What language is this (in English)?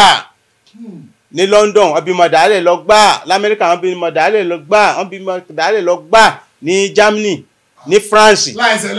Yoruba